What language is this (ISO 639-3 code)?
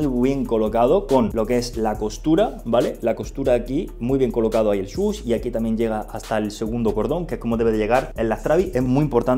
spa